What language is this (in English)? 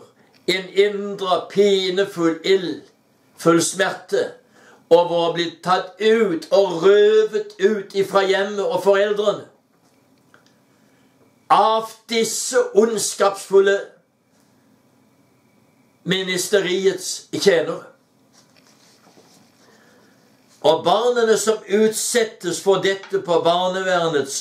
Norwegian